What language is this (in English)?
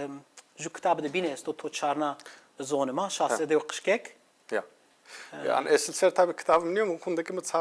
Zaza